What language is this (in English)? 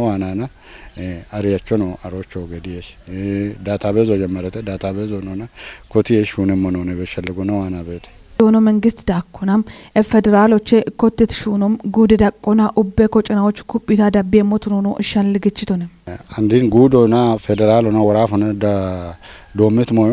Kafa